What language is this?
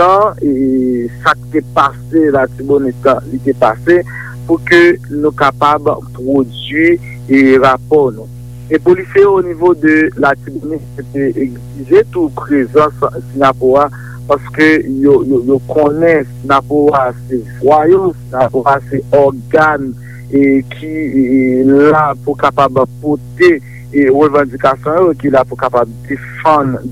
Haitian Creole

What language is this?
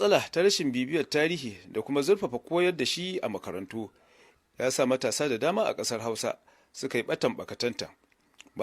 Hausa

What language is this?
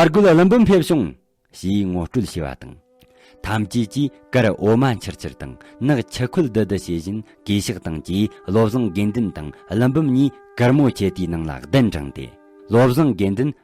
Tibetan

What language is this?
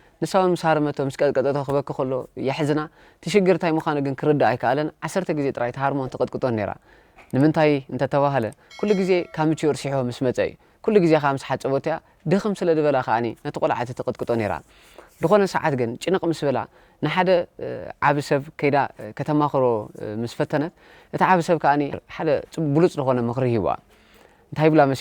Tigrinya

